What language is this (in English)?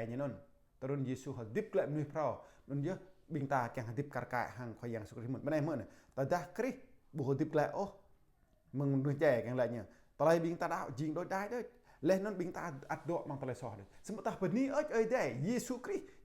Jarai